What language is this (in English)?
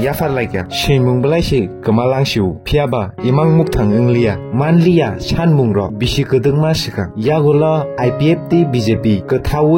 Kok Borok